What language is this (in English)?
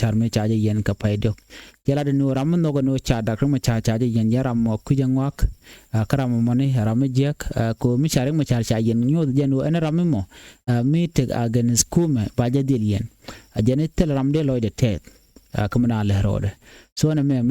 Nuer